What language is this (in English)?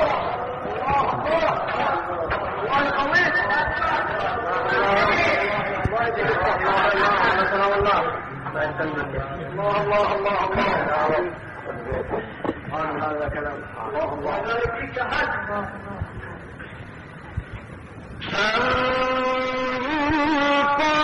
Arabic